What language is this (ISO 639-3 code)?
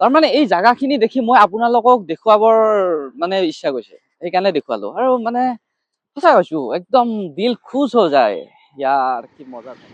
asm